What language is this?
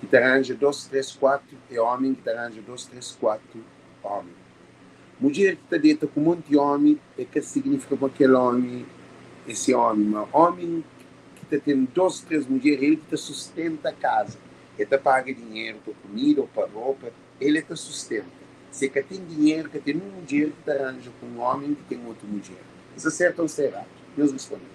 Kabuverdianu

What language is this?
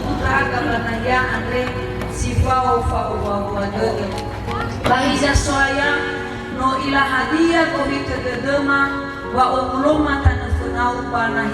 Nias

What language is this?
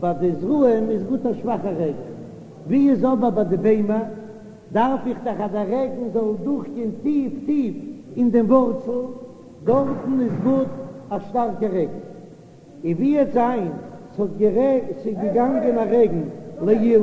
Yiddish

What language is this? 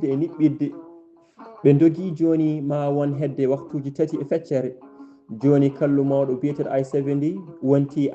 Fula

